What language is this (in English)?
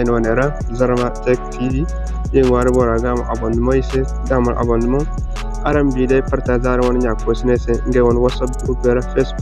Zarma